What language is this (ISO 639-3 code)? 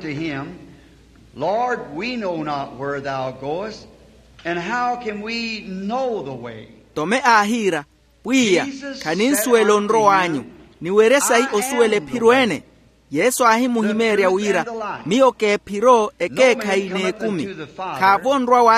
vmw